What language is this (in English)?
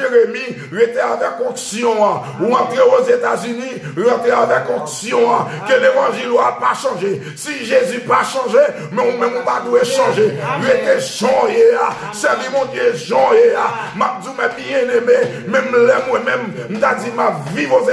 Haitian Creole